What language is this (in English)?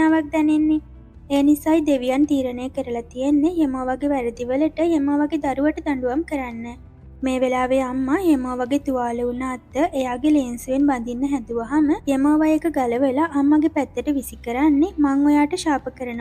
Sinhala